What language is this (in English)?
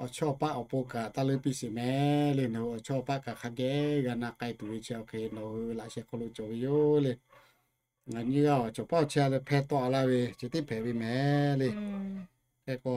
Lahu